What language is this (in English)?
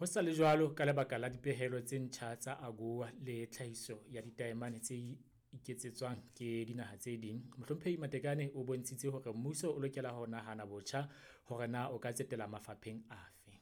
Southern Sotho